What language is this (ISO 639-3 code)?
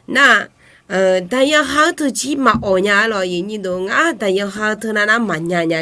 ahk